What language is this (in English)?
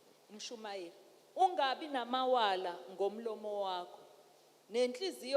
Zulu